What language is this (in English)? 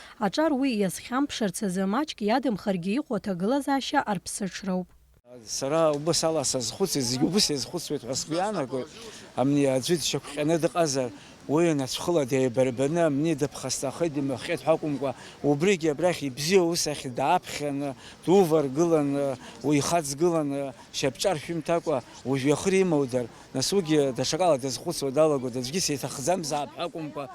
Abkhazian